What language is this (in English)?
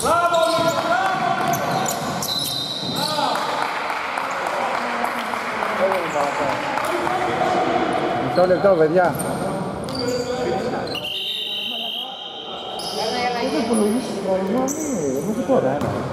Greek